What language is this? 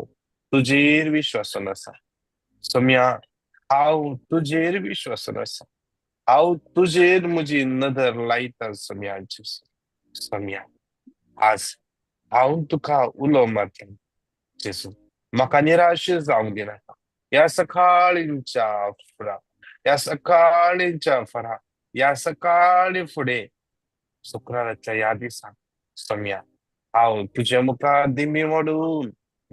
Konkani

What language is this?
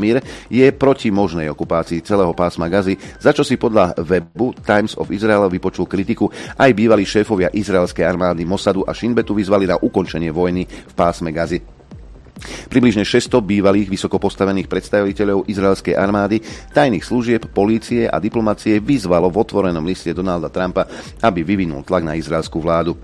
Slovak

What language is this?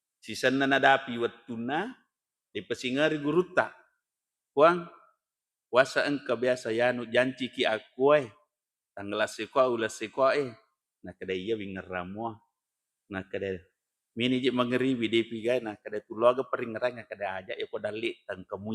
Buginese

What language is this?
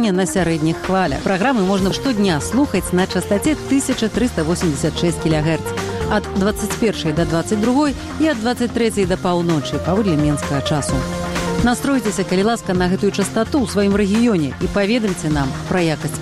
Belarusian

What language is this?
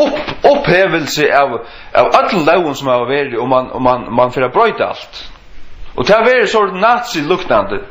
Faroese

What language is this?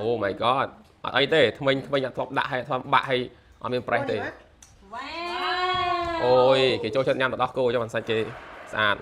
Khmer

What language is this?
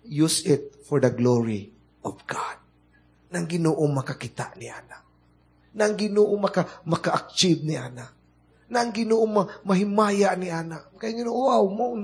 Cebuano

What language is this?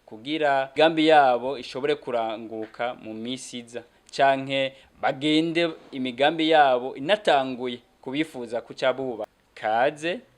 Rundi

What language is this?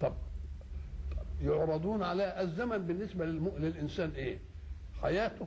Egyptian Arabic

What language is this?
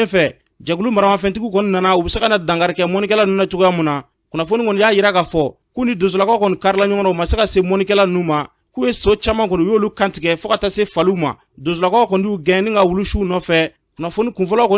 Bambara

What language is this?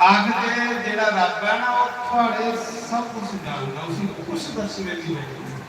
Dogri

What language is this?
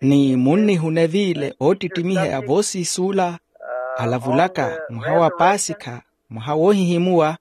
Makhuwa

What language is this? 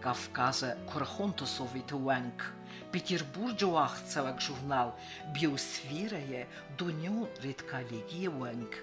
Ossetic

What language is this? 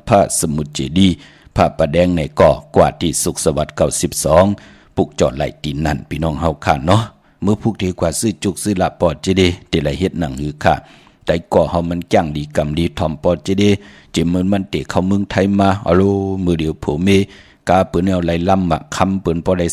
Shan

